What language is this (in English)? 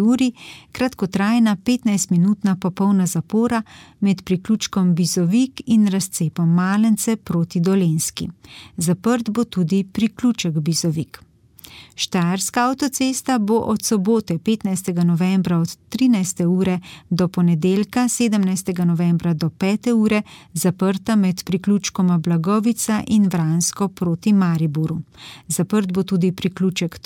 Slovenian